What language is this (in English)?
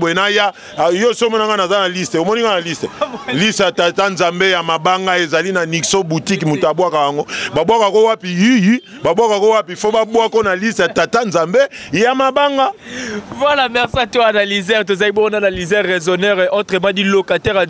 Lingala